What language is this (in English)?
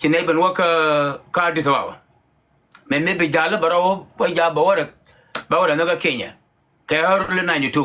Nuer